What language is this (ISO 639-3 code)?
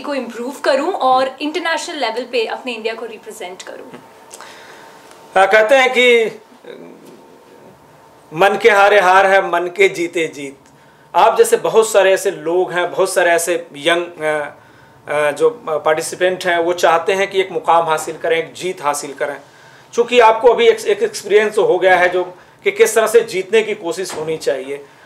hin